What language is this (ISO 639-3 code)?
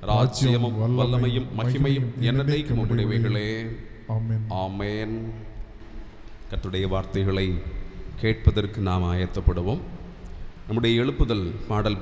tam